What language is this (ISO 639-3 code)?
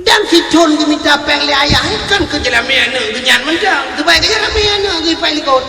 ace